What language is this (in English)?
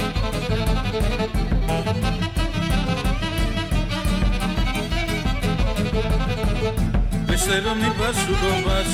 Basque